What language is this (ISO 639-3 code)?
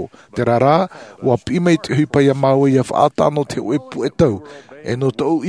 tah